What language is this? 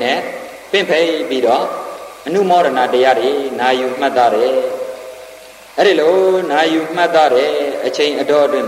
Burmese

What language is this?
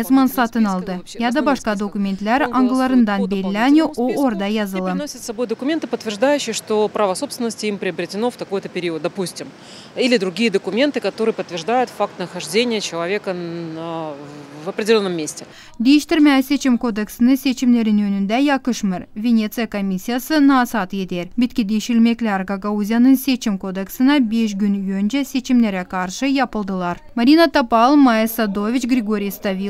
Gagauz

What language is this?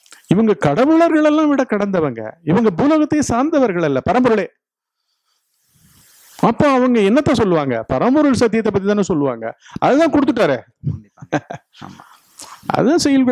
Tamil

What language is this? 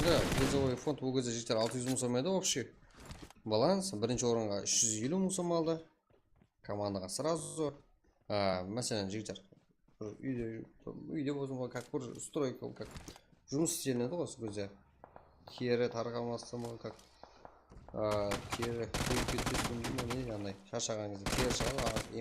Kara-Kalpak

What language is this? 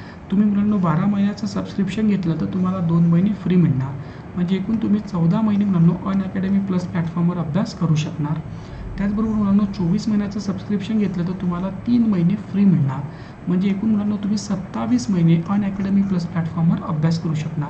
Marathi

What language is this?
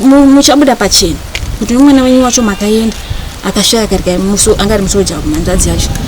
Shona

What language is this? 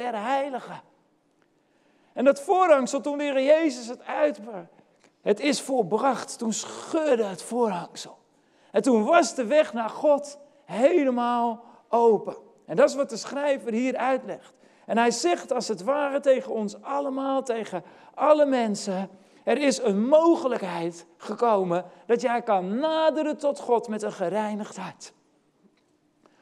Dutch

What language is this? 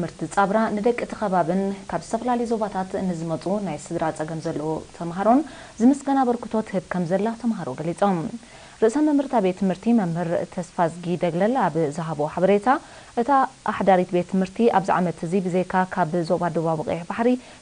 Tigrinya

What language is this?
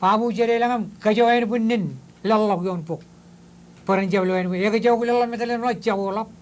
Marshallese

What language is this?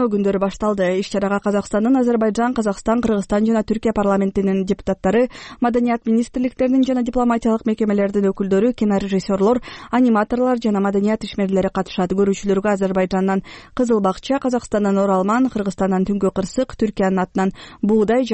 Kyrgyz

